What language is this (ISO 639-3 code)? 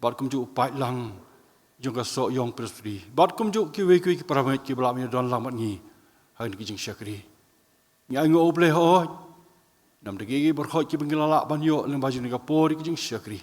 kha